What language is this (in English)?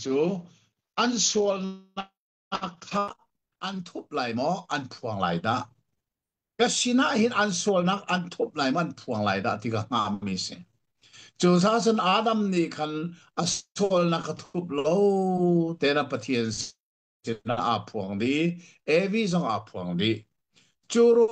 Hakha Chin